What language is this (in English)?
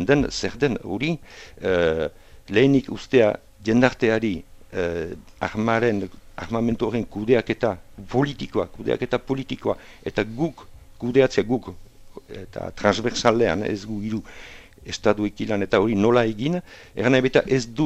Basque